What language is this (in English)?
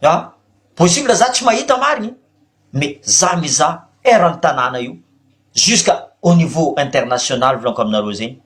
Malagasy